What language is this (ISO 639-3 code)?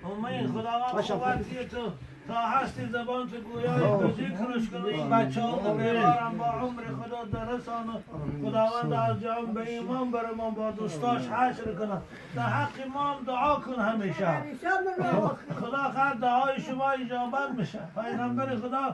tgk